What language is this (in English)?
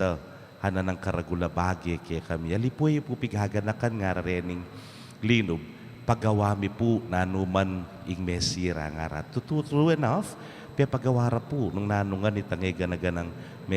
Pampanga